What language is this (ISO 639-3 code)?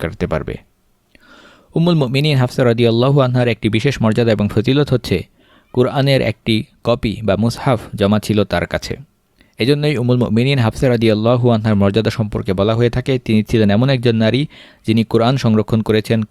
ben